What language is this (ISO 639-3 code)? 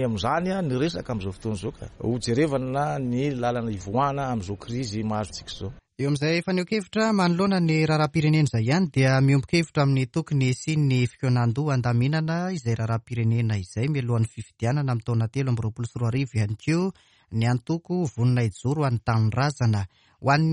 mlg